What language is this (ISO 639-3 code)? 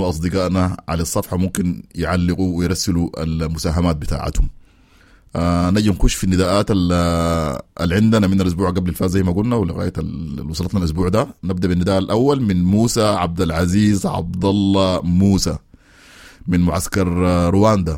apd